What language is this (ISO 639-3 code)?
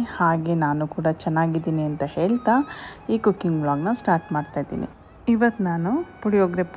kan